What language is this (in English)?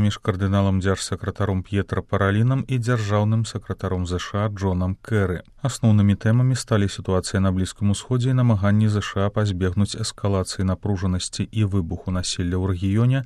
Belarusian